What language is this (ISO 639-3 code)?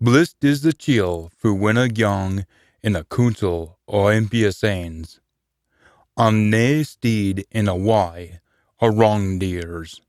sco